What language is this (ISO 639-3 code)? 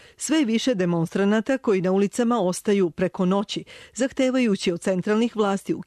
srp